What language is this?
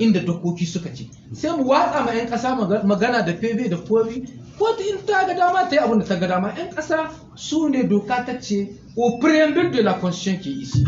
Hausa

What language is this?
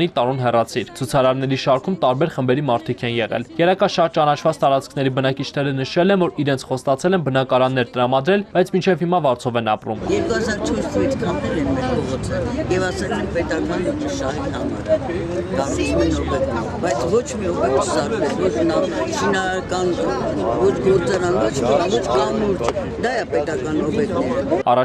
Armenian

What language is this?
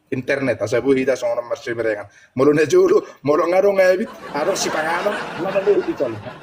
Batak Toba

